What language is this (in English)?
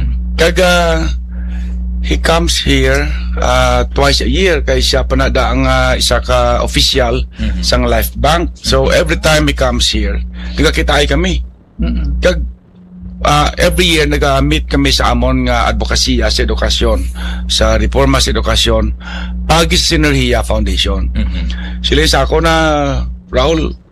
Hiligaynon